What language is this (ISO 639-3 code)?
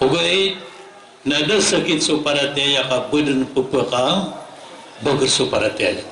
mrw